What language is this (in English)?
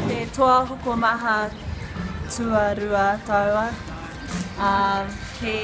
Māori